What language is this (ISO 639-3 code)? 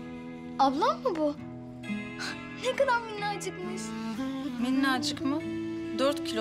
tur